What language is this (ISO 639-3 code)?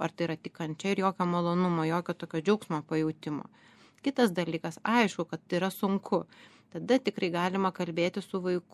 lit